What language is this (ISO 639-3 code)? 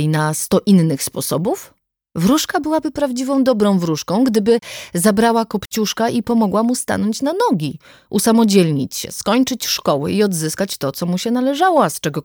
pol